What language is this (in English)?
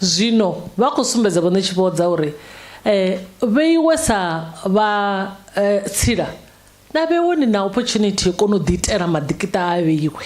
Venda